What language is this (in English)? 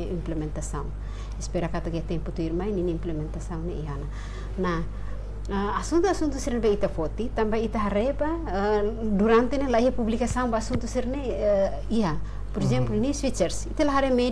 Tetum